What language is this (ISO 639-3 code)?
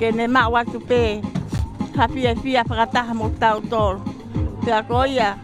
ton